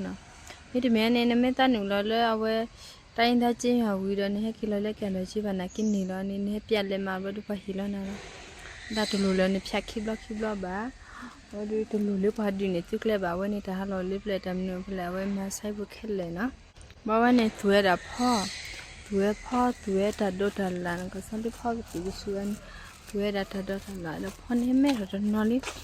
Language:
S'gaw Karen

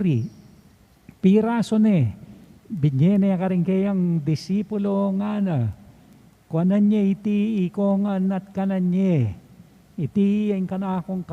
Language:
Pampanga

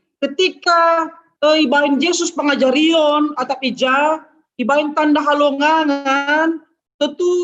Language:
Batak Simalungun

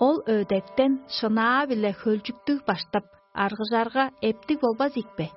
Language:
Tuvinian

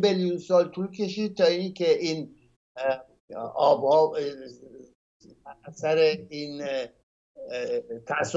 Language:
Persian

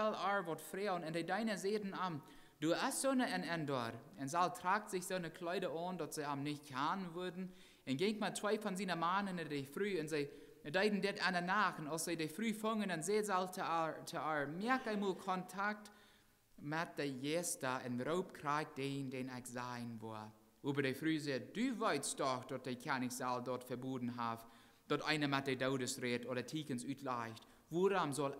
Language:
Plautdietsch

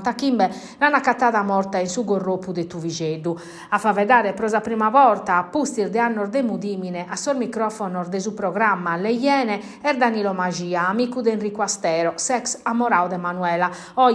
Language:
Sardinian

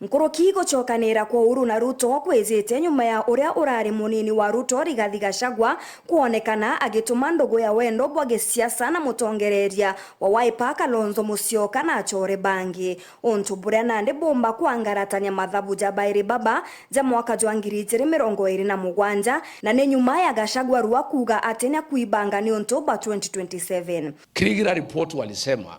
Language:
Meru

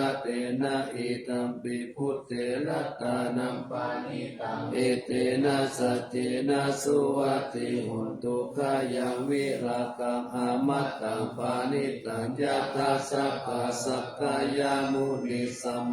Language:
Pali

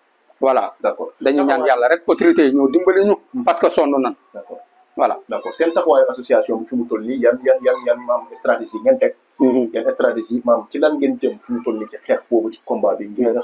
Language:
Wolof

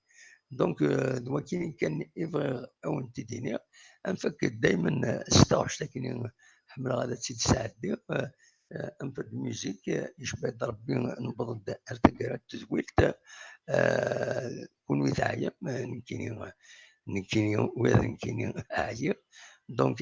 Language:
Kabyle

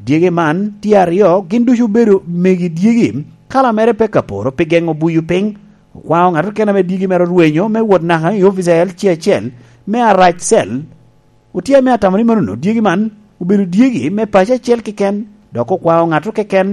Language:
Lango (Uganda)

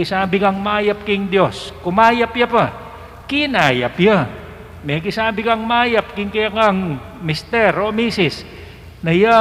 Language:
Pampanga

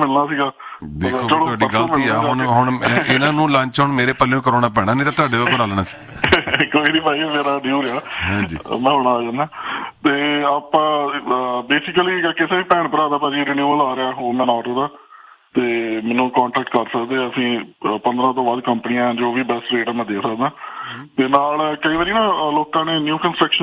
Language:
Punjabi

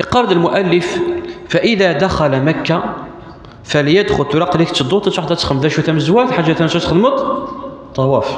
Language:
Kabyle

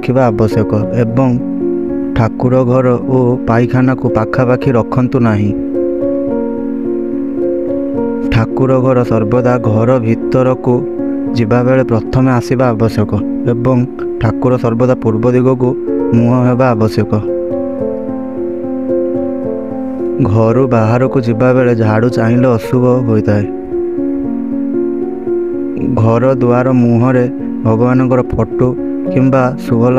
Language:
Odia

